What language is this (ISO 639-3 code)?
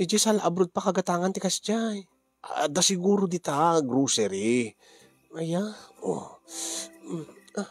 ilo